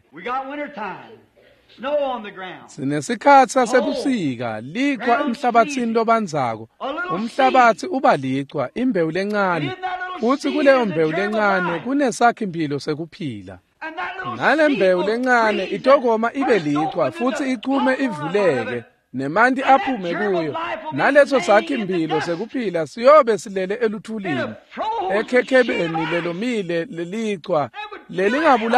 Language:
Swati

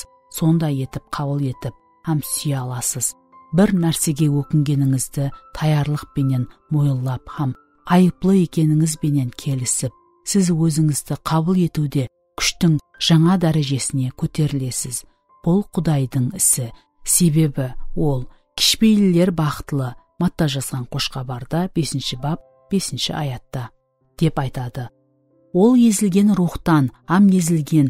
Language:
Kara-Kalpak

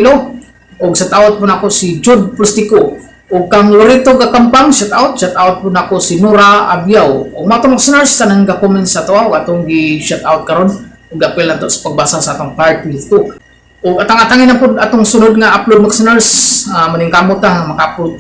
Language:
Cebuano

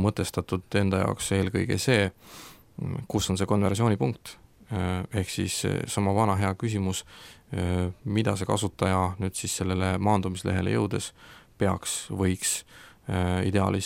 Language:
Estonian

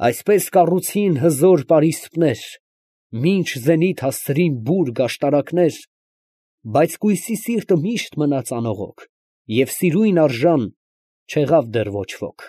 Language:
Armenian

